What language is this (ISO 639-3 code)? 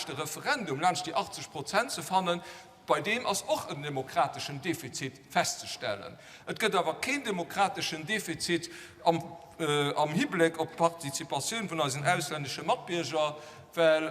ltz